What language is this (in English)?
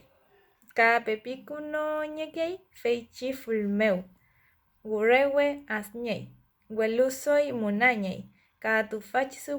Mapuche